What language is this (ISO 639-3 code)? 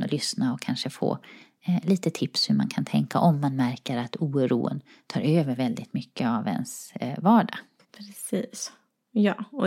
swe